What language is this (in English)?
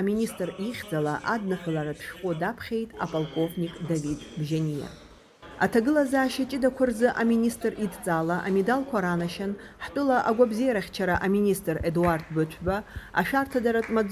Abkhazian